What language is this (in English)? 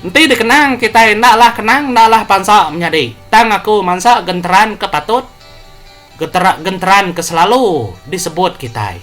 Iban